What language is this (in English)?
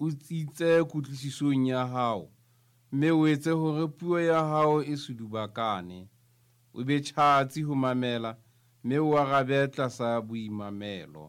Southern Sotho